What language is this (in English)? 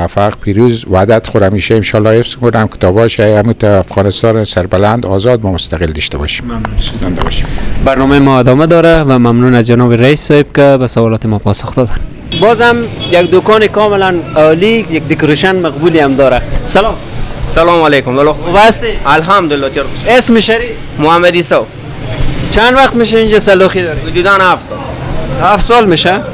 Persian